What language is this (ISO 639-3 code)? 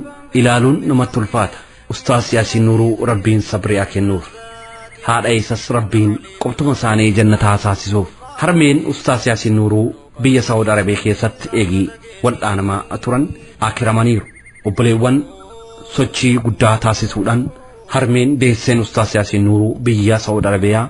orm